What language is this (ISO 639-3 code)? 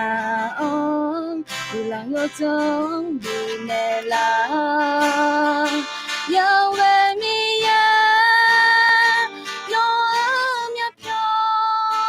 ahk